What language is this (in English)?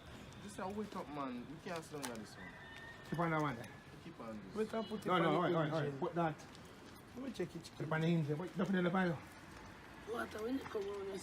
Jamaican Creole English